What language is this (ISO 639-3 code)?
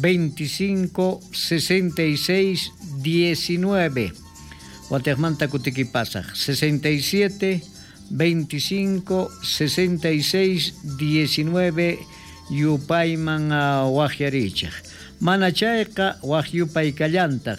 quh